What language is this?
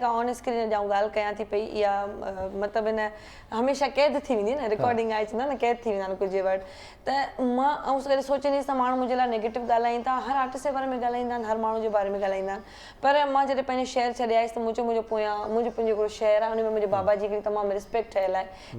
Sindhi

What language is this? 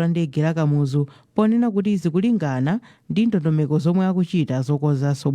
Nyanja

